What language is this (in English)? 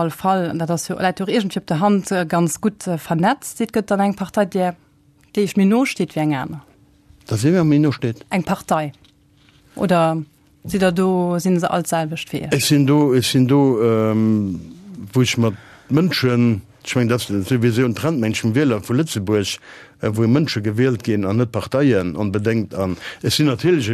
Luxembourgish